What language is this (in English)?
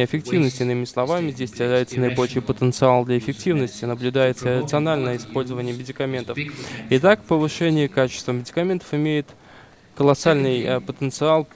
Russian